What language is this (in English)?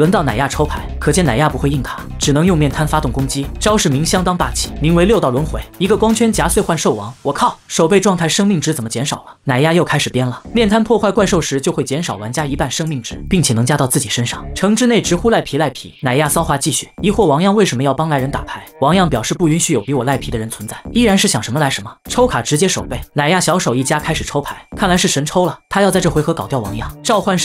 Chinese